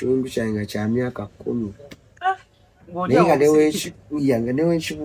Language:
Ganda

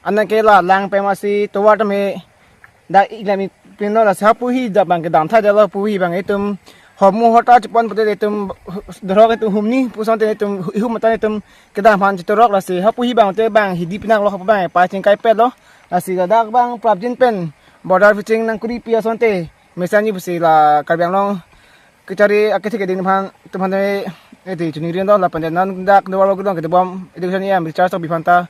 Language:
Karbi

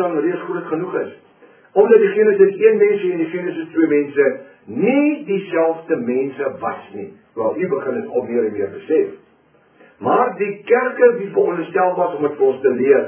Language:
Afrikaans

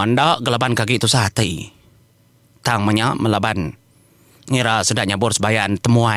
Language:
Iban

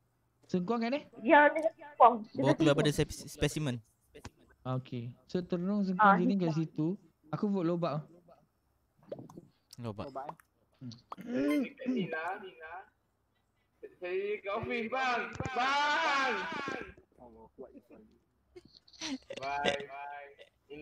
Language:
Malay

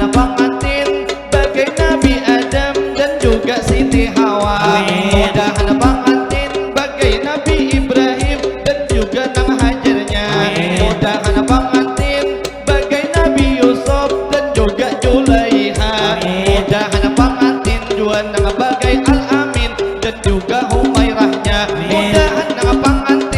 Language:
Banjar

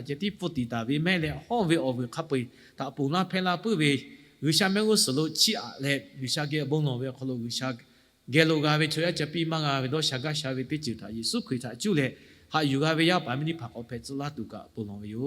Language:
Lahu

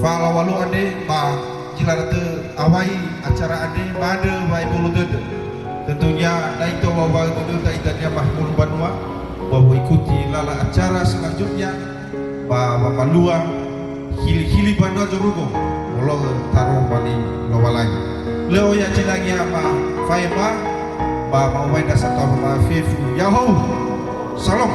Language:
Nias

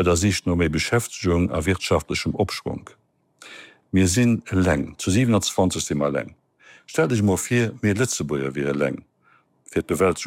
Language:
Luxembourgish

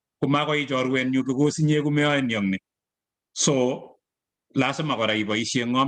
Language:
Kalenjin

